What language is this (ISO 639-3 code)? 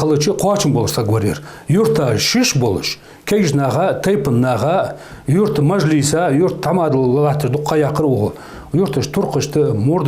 inh